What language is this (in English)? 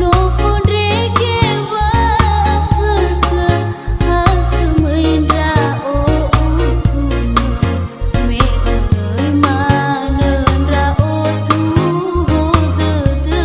Nias